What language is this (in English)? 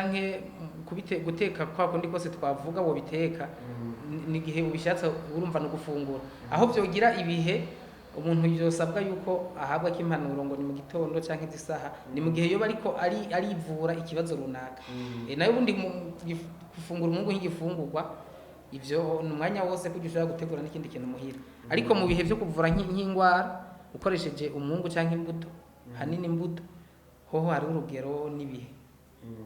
Rundi